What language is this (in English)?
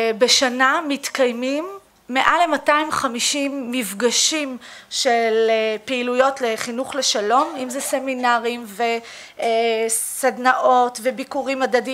Hebrew